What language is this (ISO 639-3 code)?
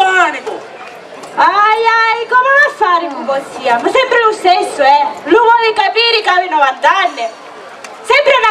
scn